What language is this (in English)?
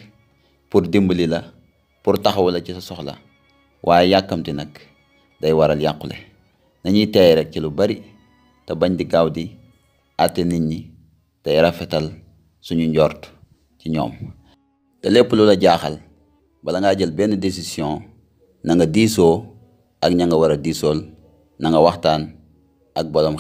Wolof